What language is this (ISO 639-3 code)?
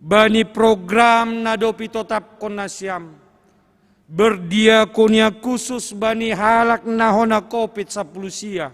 bts